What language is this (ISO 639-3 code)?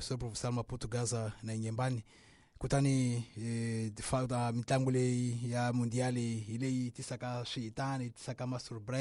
tso